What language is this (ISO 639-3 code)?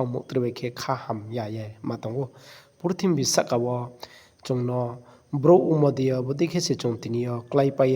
ria